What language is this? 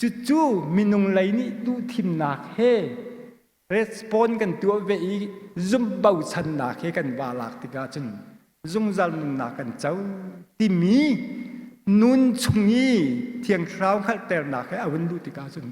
Hakha Chin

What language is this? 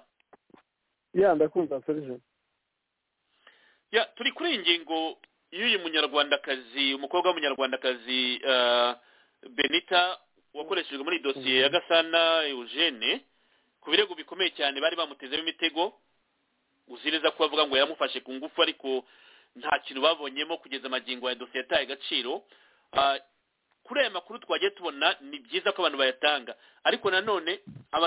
Kinyarwanda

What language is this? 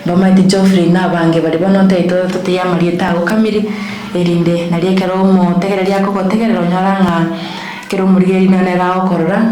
Gusii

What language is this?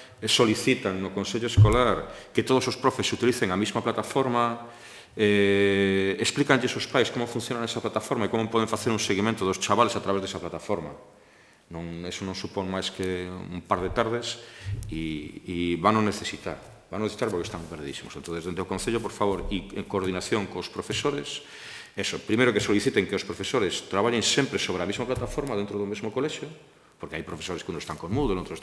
Galician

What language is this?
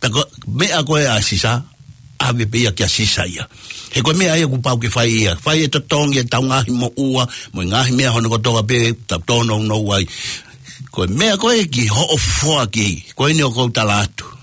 Tongan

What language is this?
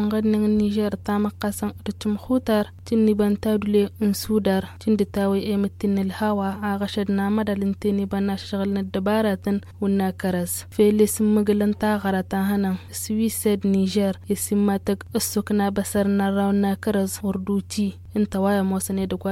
Tamasheq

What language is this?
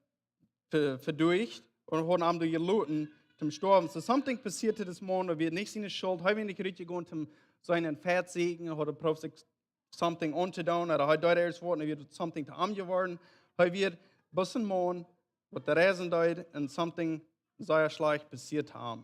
Plautdietsch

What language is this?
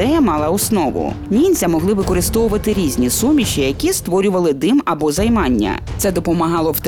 Ukrainian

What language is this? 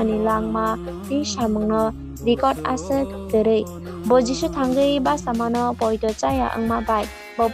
Kok Borok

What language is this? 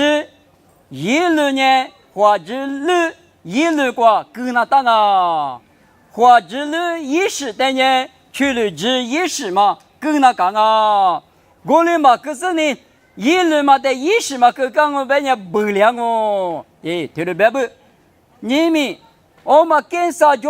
Lisu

